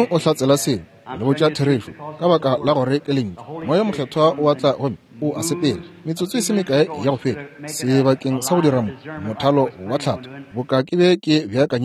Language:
Northern Sotho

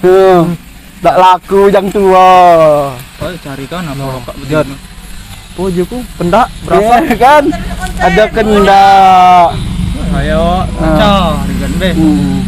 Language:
Musi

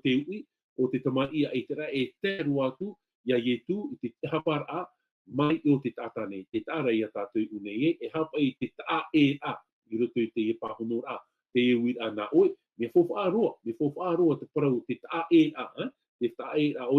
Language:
Tahitian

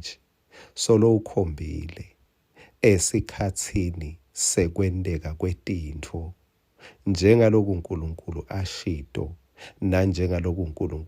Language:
Swati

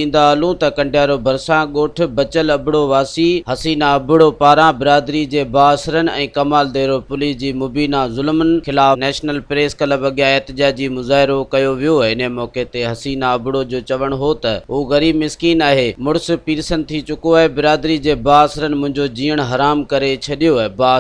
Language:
Sindhi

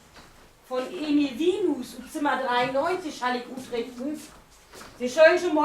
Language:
Low German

